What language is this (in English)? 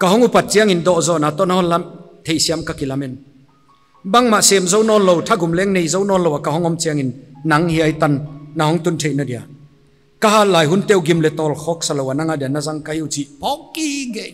Paite Chin